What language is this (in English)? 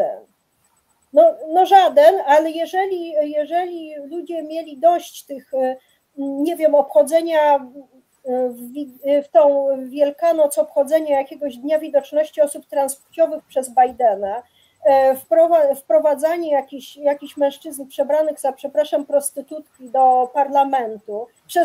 Polish